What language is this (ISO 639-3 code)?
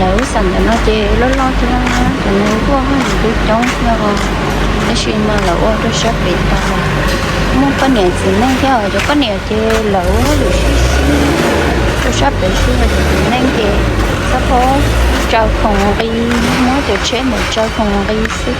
hmn